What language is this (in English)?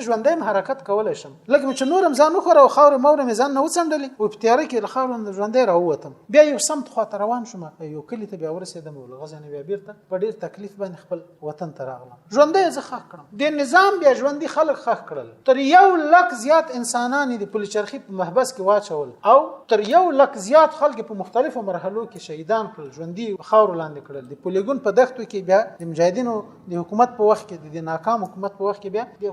Pashto